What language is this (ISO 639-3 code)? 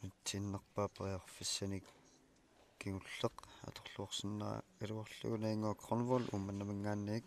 kal